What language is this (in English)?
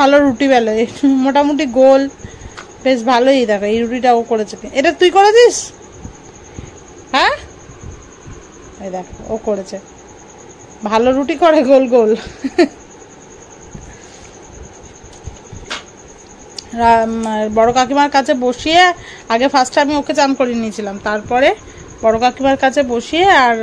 Bangla